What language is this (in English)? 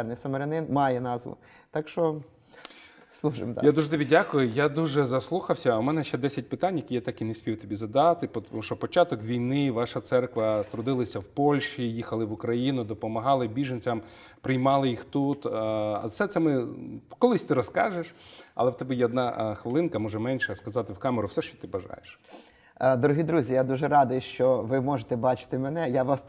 Ukrainian